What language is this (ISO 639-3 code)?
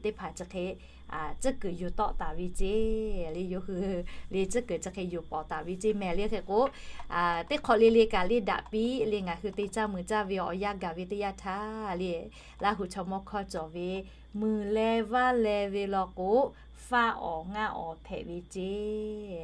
lhu